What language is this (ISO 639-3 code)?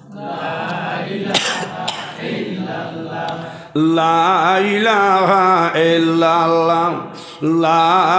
syl